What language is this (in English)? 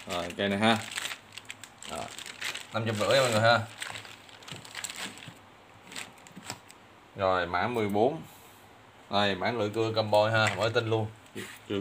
Vietnamese